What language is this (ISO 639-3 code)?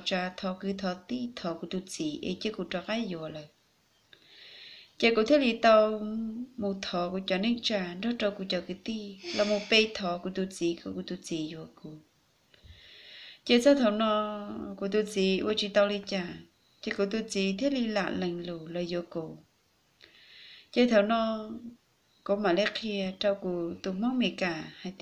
vie